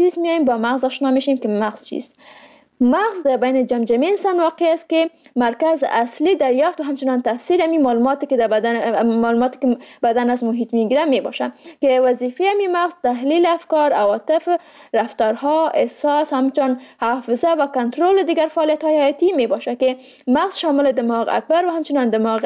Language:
Persian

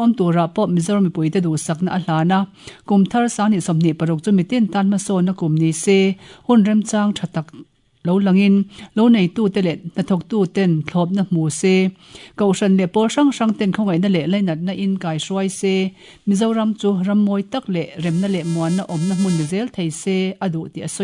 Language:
Mizo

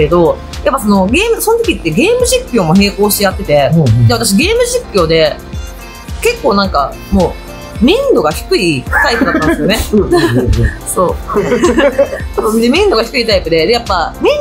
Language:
Japanese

